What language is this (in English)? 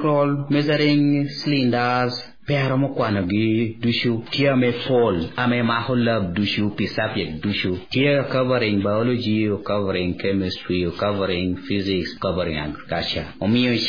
Acoli